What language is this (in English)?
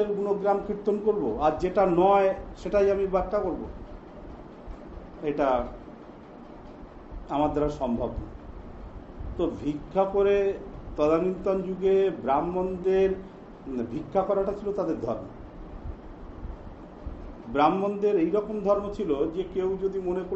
Bangla